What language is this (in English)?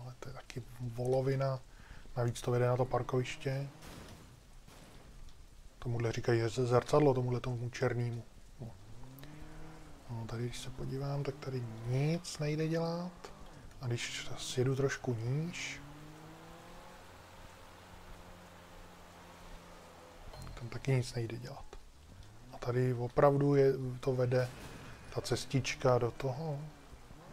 Czech